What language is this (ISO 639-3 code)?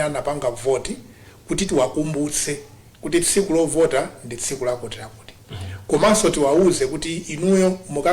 nya